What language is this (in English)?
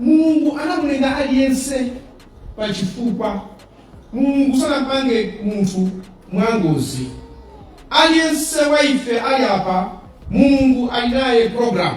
Nyanja